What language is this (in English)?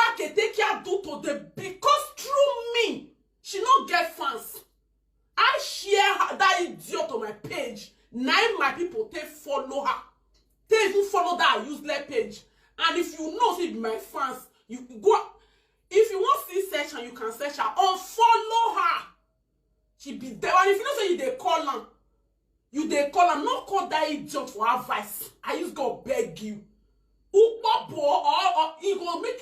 Nigerian Pidgin